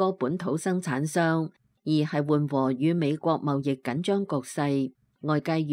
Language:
Cantonese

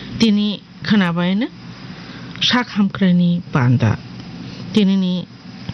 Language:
Kok Borok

